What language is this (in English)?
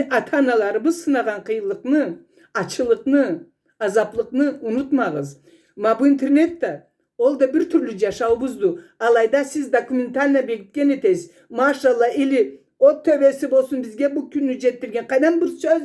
Karachay-Balkar